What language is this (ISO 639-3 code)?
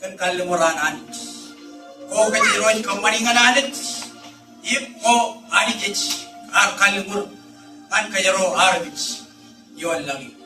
mah